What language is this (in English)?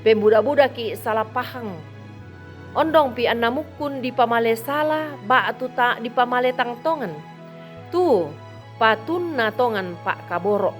Toraja-Sa'dan